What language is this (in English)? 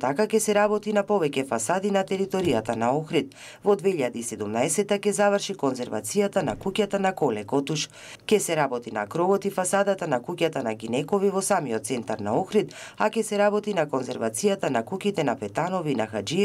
Macedonian